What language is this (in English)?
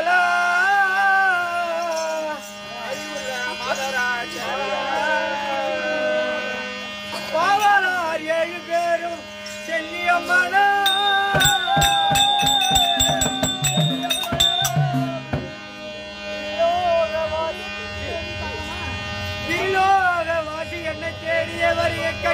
Tamil